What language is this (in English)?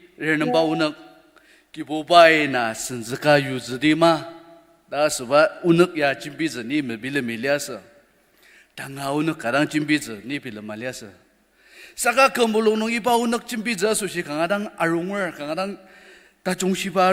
Ao Naga